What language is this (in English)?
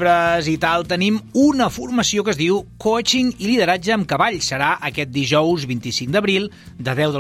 Catalan